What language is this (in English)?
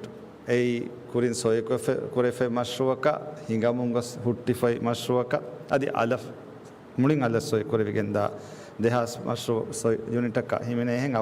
Divehi